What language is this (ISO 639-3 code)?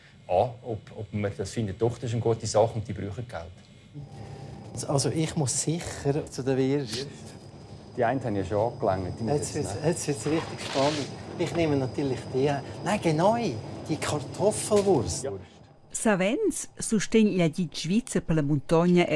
roh